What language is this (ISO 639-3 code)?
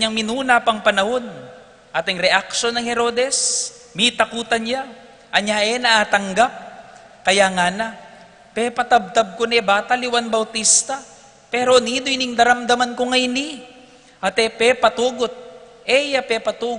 pam